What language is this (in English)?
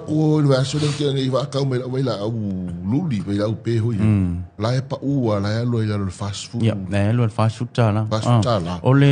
Samoan